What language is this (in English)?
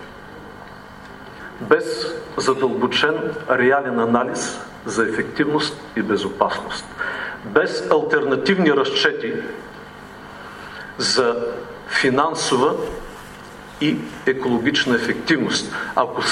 Bulgarian